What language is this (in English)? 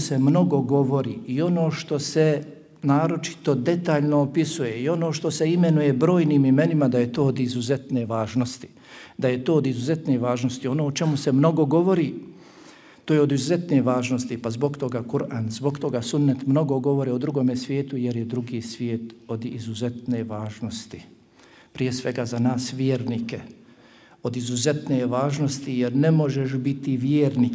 Bosnian